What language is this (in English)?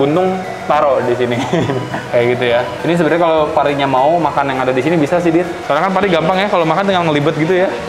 Indonesian